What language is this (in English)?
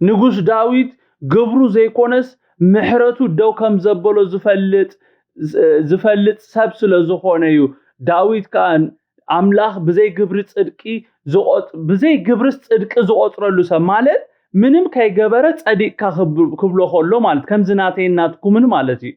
Tigrinya